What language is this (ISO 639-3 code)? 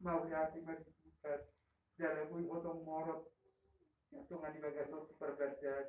bbc